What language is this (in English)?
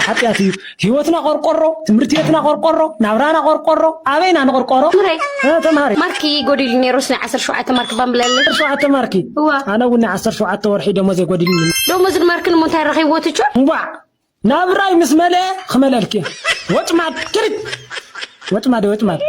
Tigrinya